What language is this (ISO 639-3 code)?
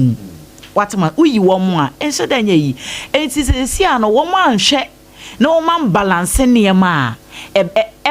aka